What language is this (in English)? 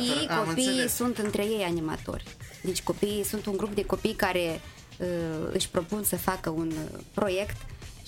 Romanian